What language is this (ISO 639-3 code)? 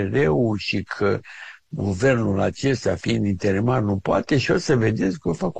ron